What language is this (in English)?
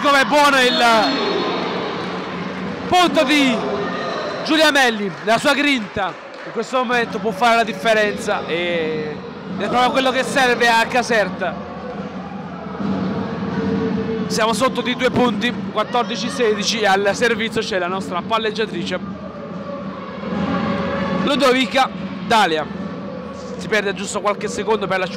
Italian